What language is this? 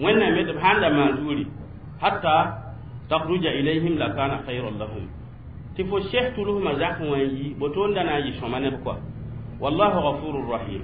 Mossi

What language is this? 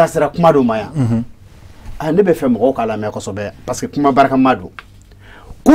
Bambara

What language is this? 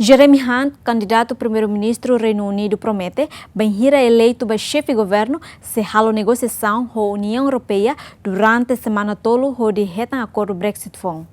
Tetum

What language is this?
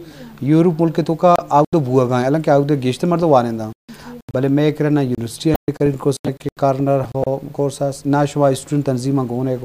Eastern Balochi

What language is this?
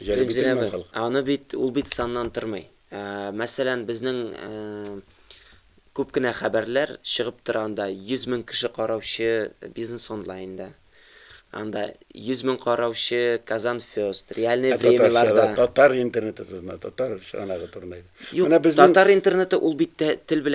Tatar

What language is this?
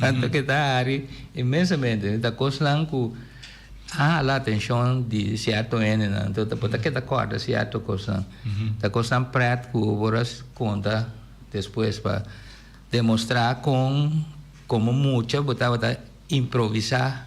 Papiamento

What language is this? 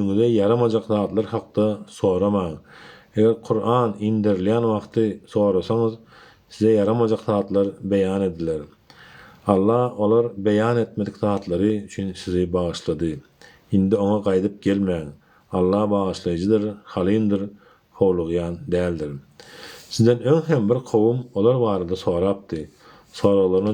Turkmen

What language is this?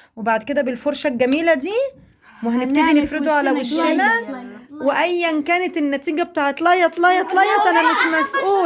Egyptian Arabic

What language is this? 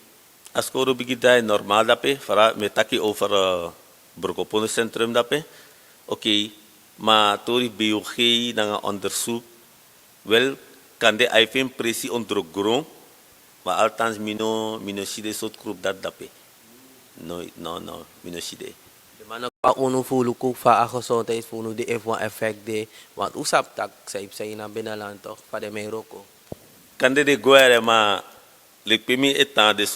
Sranan Tongo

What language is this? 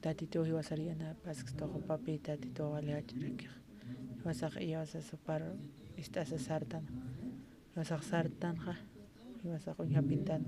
Aymara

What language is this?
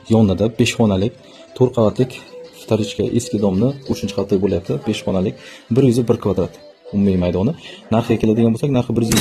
Uzbek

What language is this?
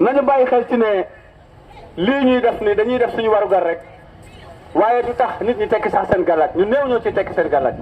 Wolof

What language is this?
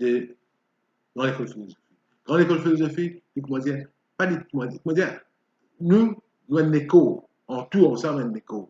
Morisyen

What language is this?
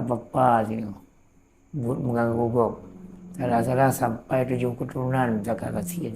Achinese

